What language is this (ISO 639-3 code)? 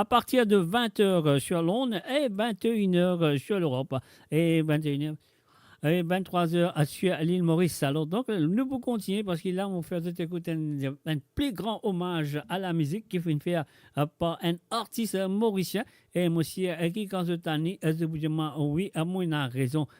mfe